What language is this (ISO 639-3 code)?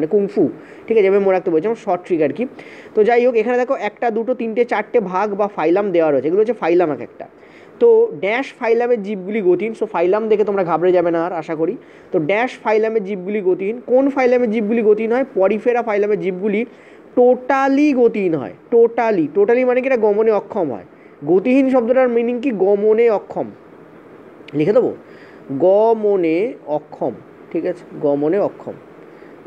ben